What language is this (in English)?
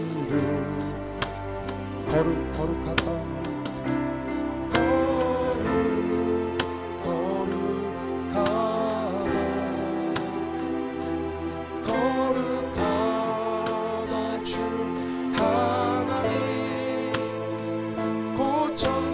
Korean